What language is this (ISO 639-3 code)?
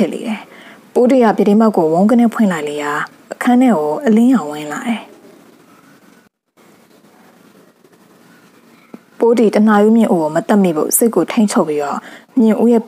mya